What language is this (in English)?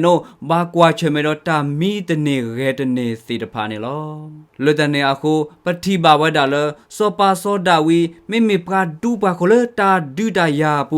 S'gaw Karen